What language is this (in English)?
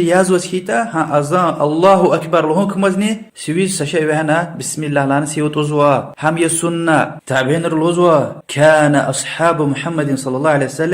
Lezghian